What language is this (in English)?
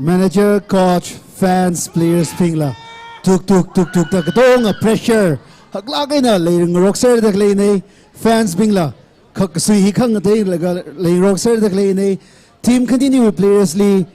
Tangkhul Naga (India)